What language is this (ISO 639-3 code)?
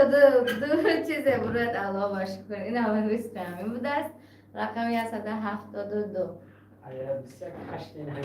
tgk